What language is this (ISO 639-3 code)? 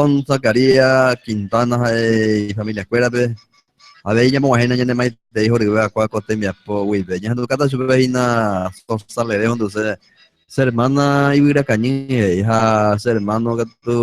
grn